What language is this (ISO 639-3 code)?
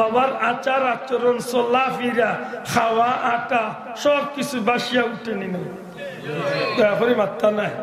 syl